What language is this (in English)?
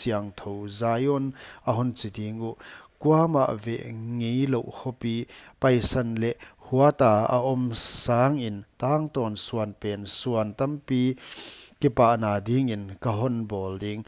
Paite Chin